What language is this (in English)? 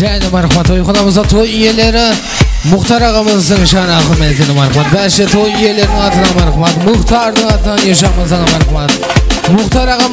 Kara-Kalpak